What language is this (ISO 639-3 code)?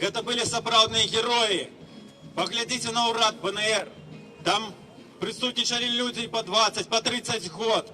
bel